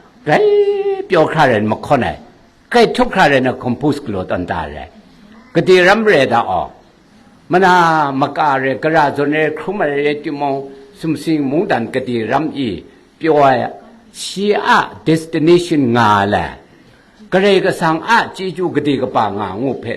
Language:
Kachin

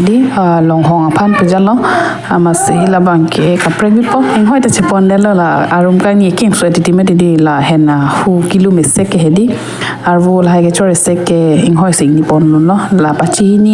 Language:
Karbi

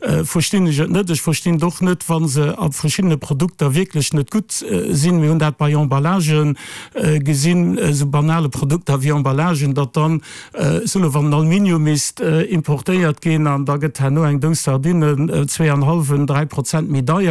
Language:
Luxembourgish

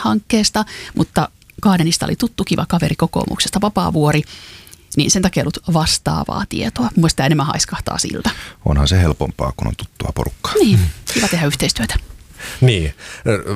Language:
Finnish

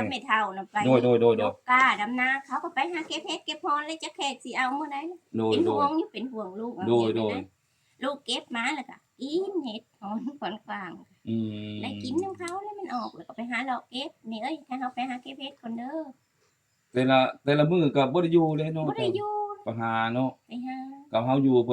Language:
Lao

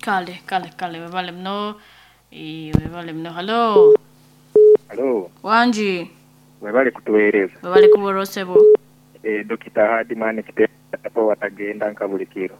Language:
Nyankole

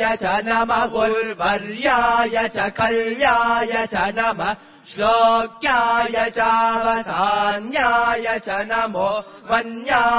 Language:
Sanskrit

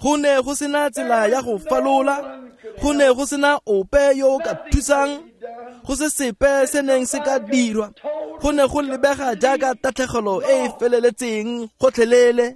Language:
Tswana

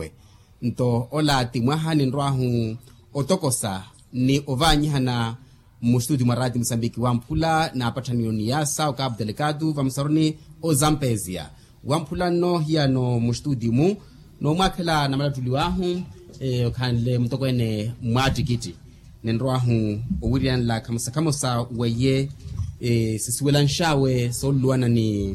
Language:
Makhuwa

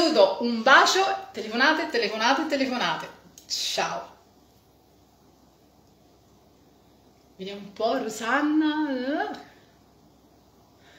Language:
Italian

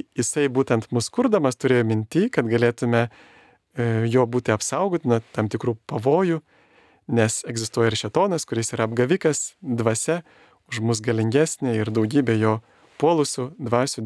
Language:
Lithuanian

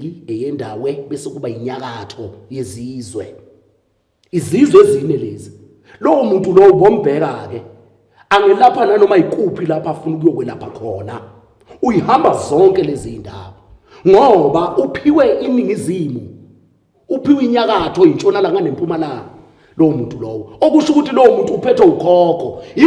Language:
Zulu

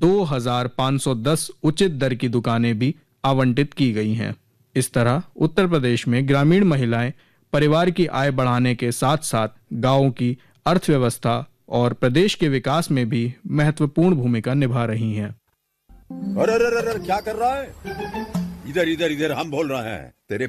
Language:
Hindi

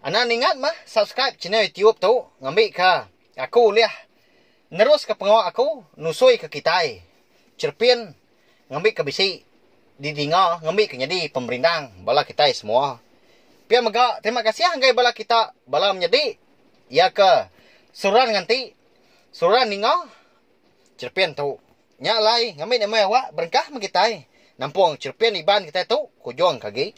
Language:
Iban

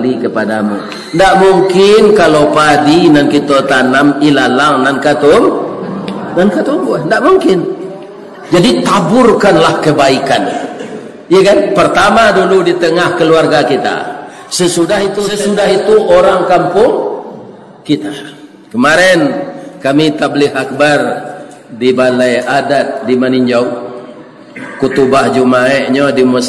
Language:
Minangkabau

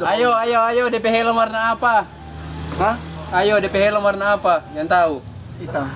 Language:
Manado Malay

